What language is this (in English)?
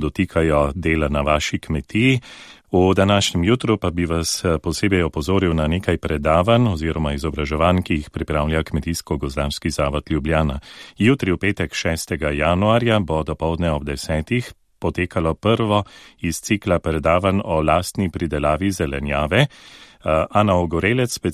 Slovenian